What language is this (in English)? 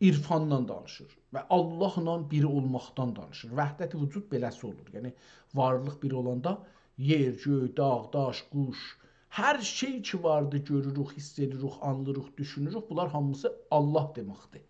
South Azerbaijani